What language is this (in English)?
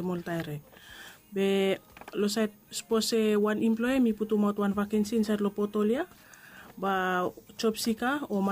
Bislama